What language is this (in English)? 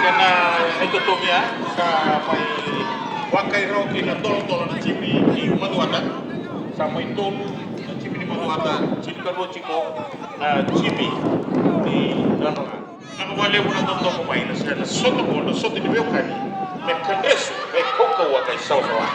Fijian